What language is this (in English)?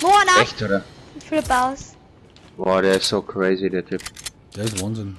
Bavarian